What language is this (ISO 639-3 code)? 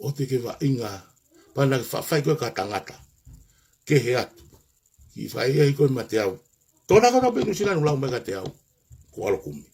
ton